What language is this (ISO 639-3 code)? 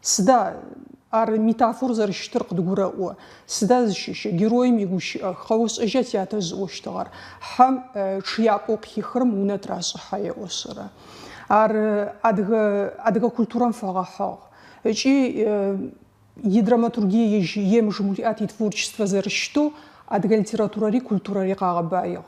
ady